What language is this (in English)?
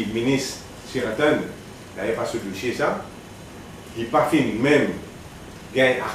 Morisyen